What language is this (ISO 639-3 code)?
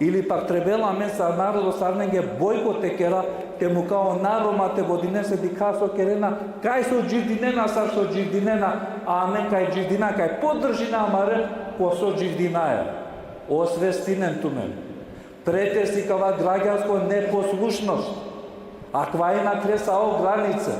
rmn